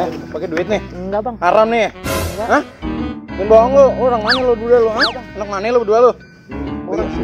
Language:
Betawi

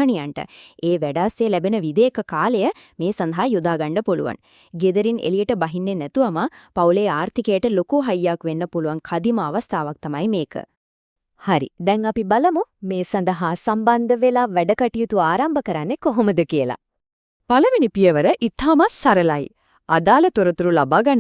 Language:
Sinhala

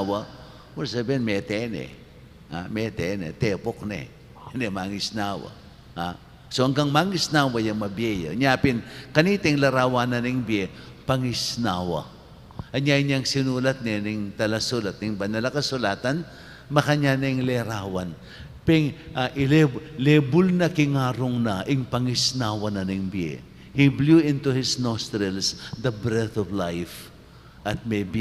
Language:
Pampanga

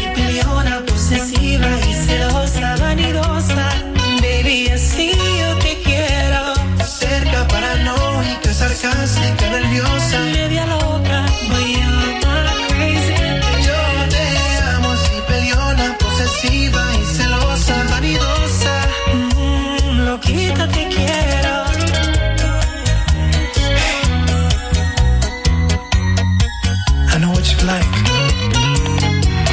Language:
Spanish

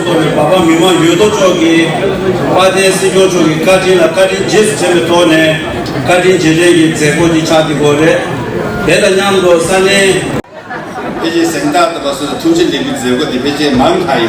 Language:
Tibetan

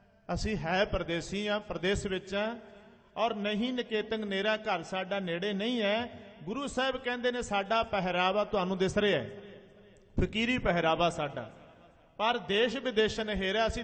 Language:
Punjabi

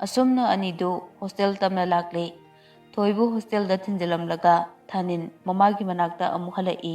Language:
Manipuri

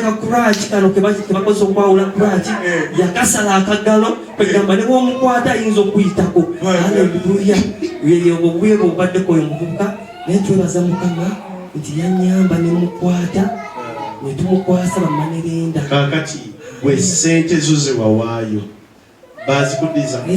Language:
Ganda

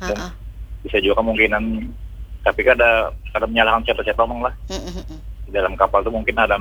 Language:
Banjar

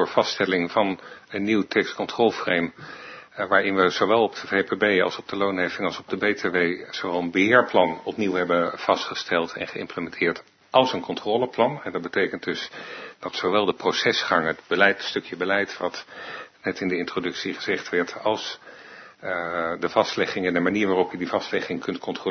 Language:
Dutch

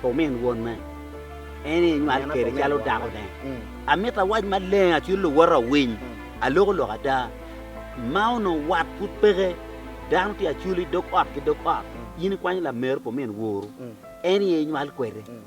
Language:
Acoli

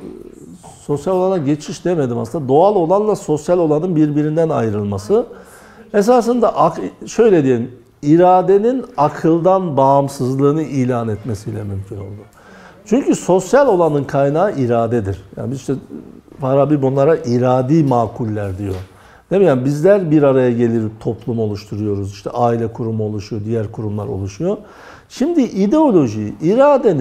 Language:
Turkish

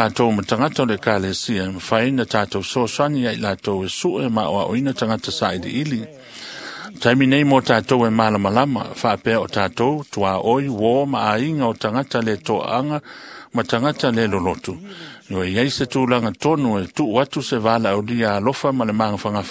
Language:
Samoan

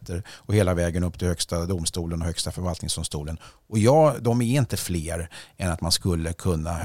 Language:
Swedish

